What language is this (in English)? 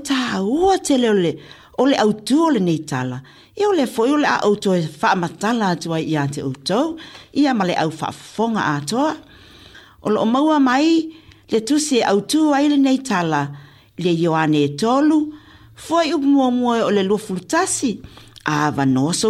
Samoan